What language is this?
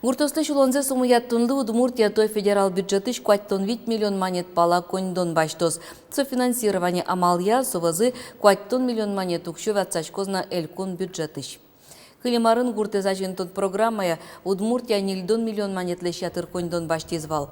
Udmurt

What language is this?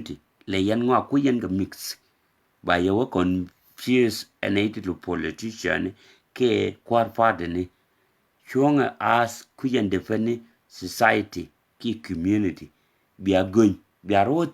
Nuer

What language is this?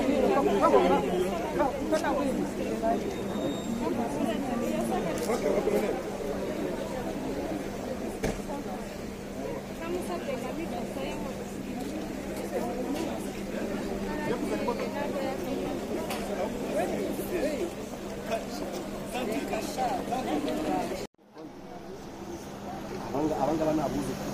Kinyarwanda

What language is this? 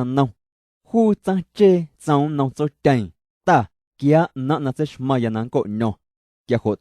Guerrero Amuzgo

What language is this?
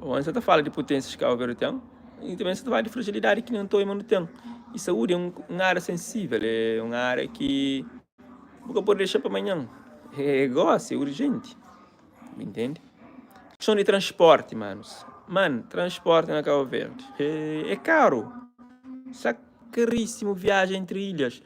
Kabuverdianu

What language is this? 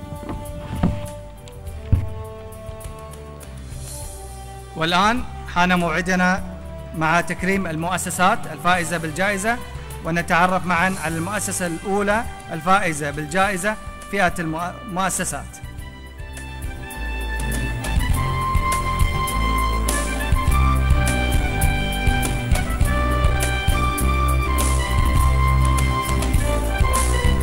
Arabic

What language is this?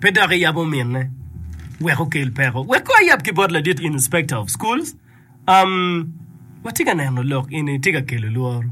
Acoli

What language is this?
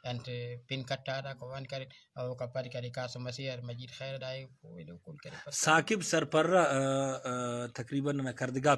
Brahui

